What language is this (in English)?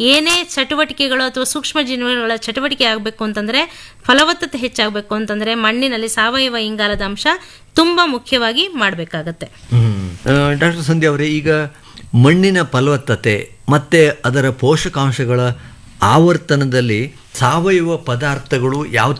Kannada